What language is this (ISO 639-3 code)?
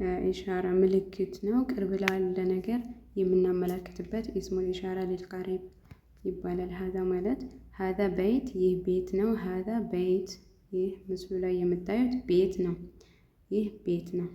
amh